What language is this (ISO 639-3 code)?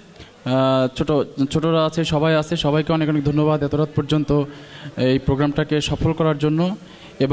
ben